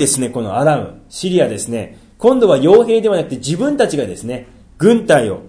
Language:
Japanese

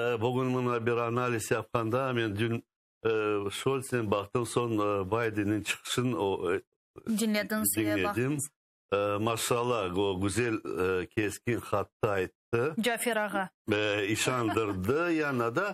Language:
Crimean Tatar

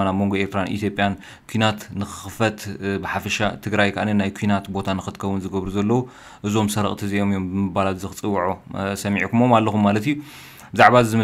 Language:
Tigrinya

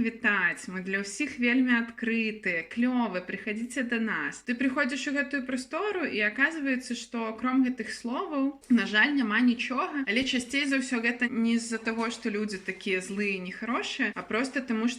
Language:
Belarusian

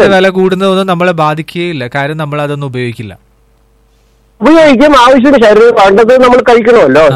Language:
Malayalam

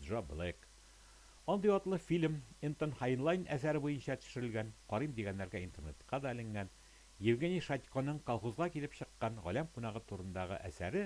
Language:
Tatar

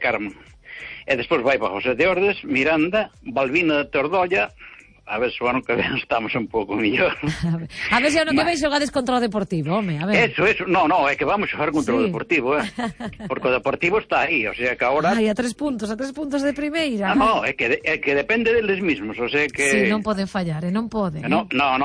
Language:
Galician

